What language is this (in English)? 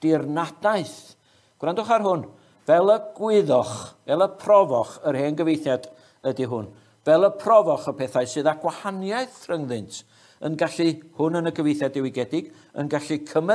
Welsh